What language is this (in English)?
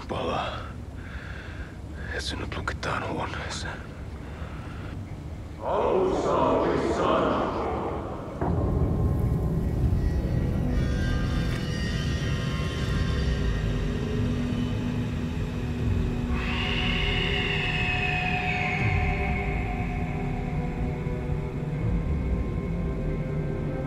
Finnish